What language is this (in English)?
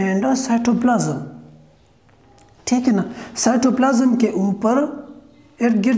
Hindi